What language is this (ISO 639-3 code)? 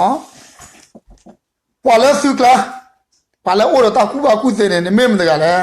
ksw